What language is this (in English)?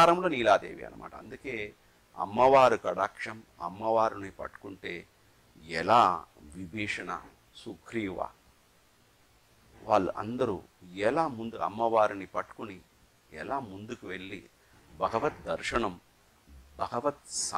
Telugu